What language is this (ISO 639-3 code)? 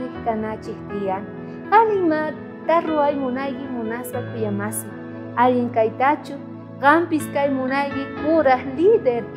quh